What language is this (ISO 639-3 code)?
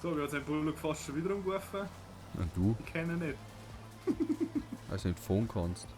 bar